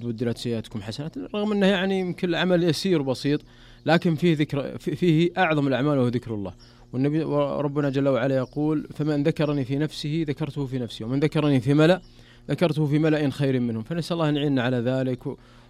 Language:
Najdi Arabic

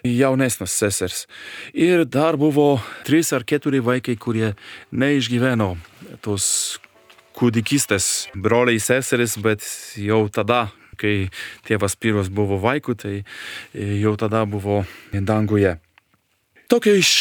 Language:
Lithuanian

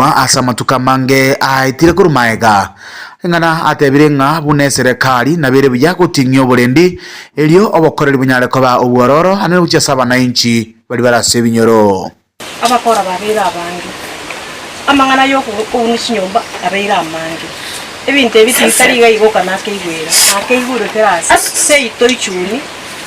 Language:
Gusii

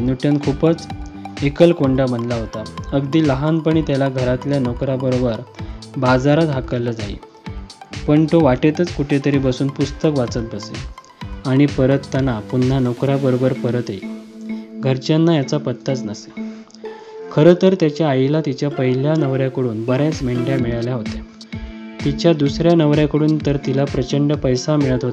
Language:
Marathi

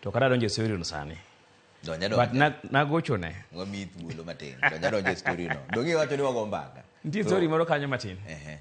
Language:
Luo (Kenya and Tanzania)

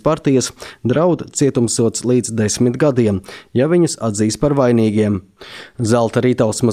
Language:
Latvian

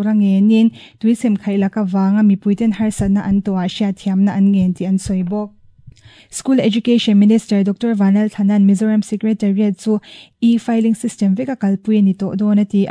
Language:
Mizo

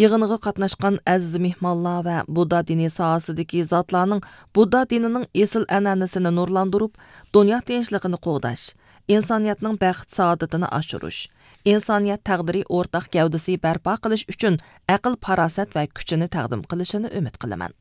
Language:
Uyghur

